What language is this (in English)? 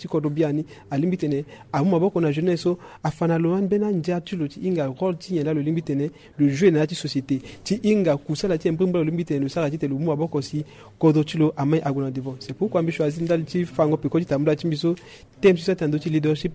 Sango